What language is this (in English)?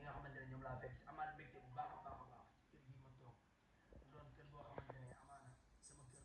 Wolof